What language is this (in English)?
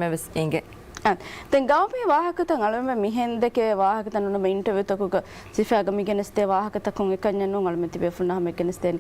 Divehi